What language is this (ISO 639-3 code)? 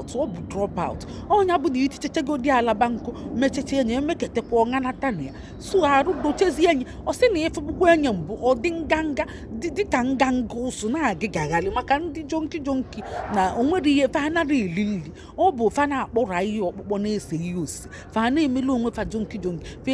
ibo